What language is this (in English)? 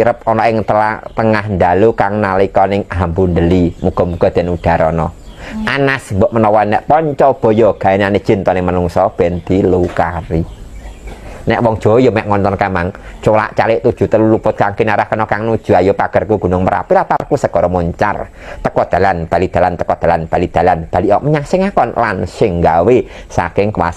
Javanese